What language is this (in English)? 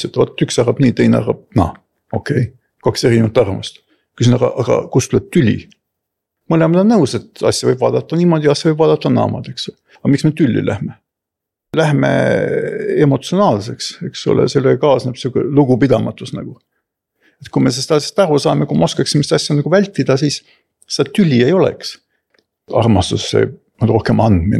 Estonian